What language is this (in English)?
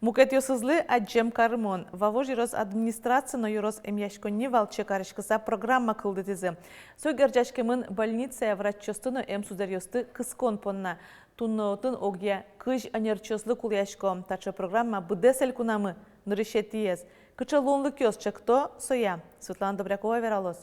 Udmurt